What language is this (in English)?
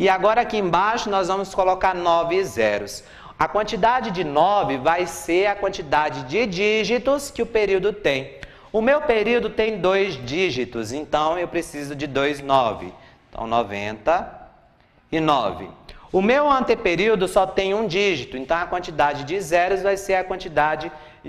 Portuguese